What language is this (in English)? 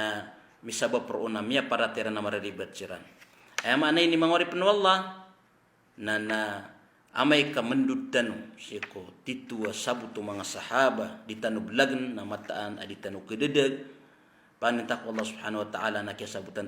Maranao